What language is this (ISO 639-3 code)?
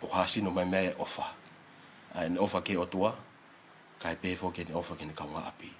ton